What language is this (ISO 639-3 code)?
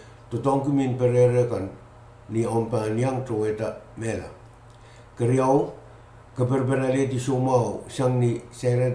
pon